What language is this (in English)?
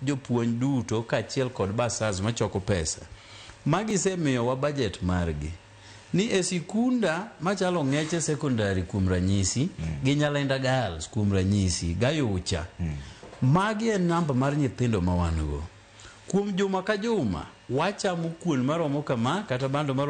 Luo (Kenya and Tanzania)